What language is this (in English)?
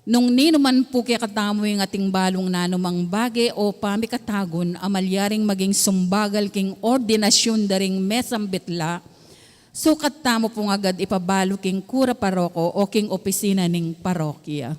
Pampanga